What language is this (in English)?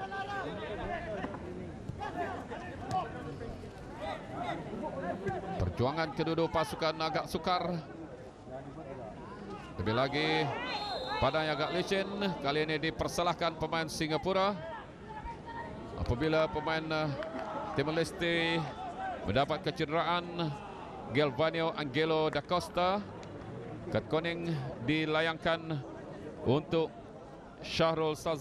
Malay